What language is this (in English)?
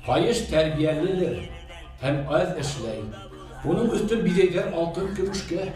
Bashkir